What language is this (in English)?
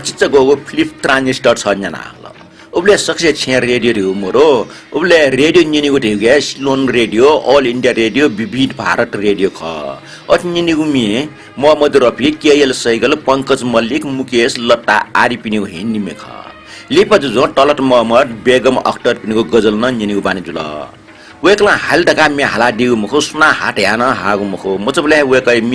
Newari